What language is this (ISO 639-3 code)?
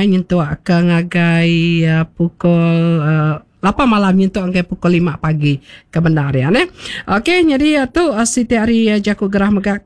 iba